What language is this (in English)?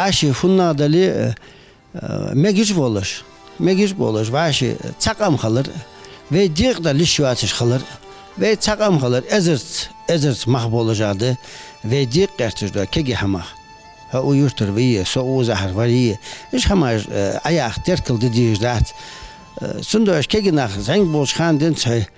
Ingush